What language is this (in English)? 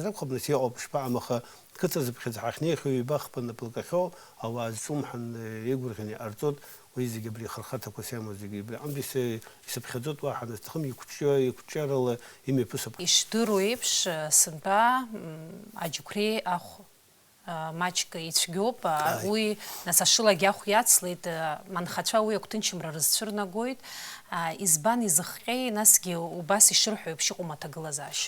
Abkhazian